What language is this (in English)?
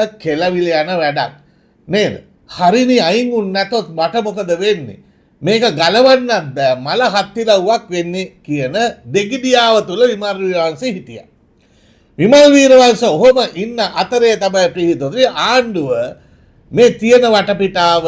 Sinhala